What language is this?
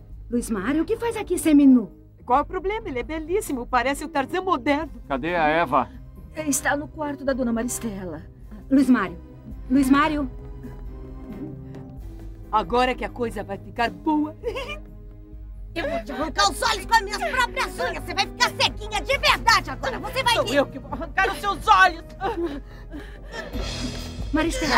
Portuguese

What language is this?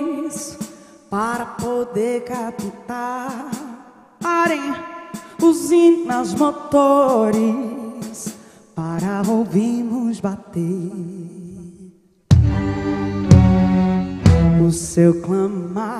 Portuguese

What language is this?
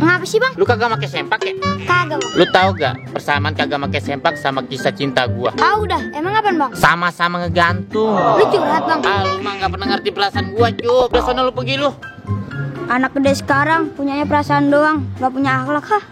Betawi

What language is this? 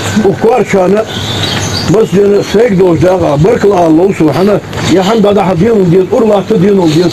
Ingush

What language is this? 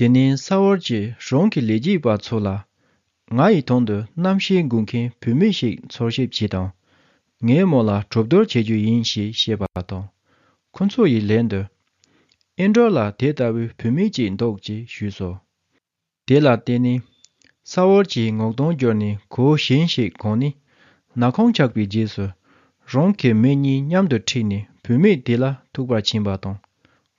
Tibetan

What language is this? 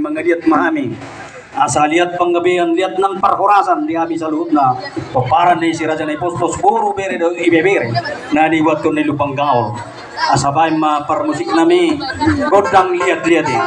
Batak Toba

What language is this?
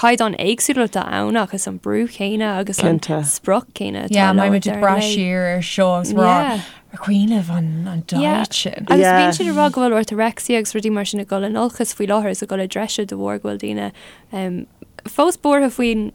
Irish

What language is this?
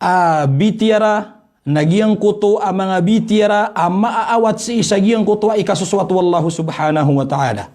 Maranao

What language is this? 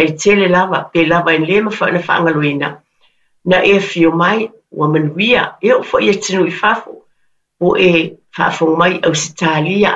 Samoan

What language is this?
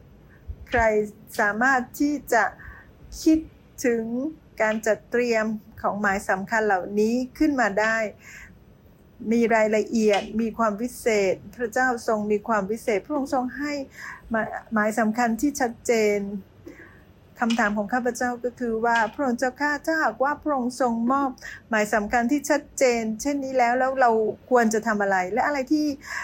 Thai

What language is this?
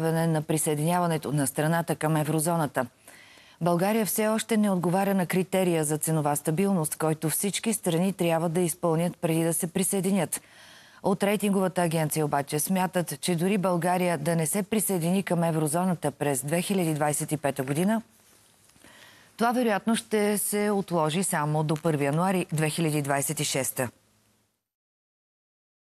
Bulgarian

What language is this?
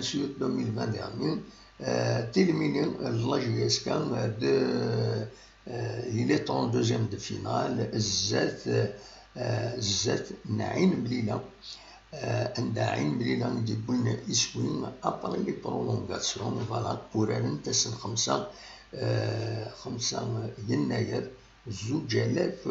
Kabyle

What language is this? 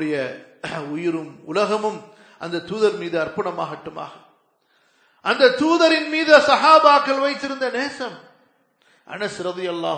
Tamil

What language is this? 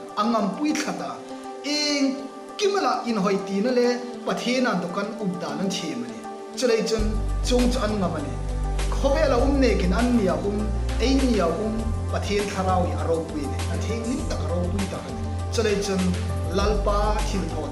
Hmar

